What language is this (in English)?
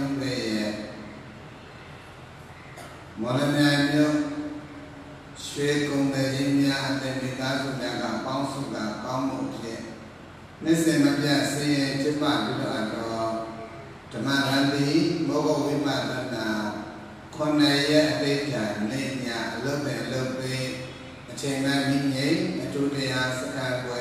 Burmese